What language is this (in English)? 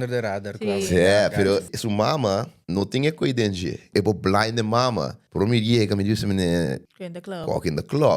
Papiamento